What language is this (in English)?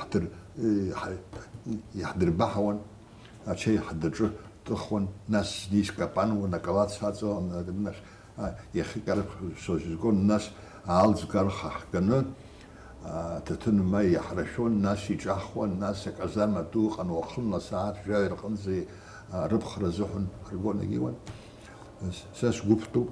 Abkhazian